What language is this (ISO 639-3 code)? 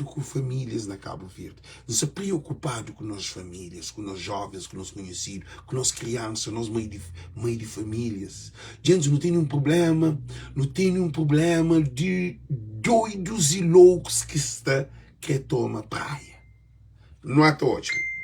kea